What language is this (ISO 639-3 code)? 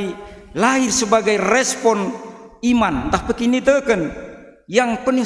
btx